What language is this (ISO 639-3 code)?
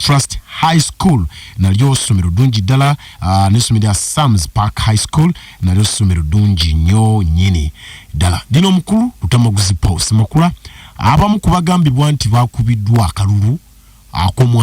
lug